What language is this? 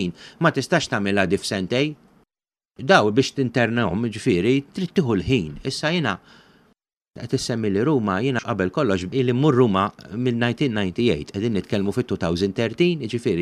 Maltese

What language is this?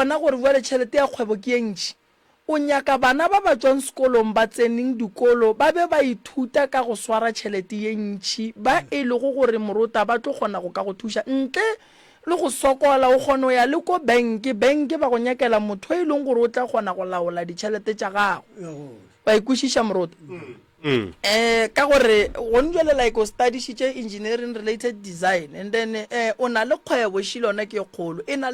Northern Sotho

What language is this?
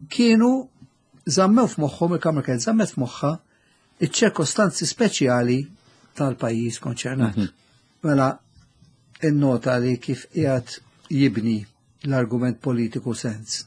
Maltese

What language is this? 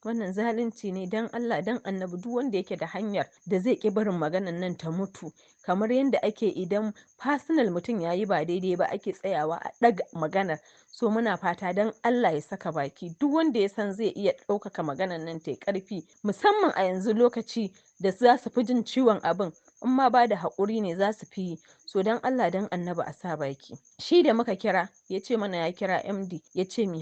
Hausa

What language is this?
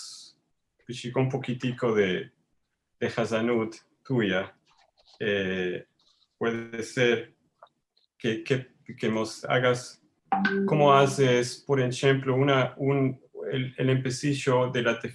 Ladino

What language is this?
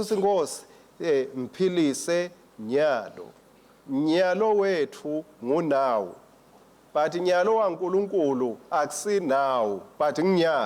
Swati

